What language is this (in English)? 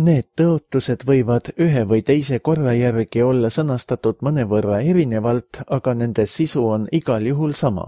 Estonian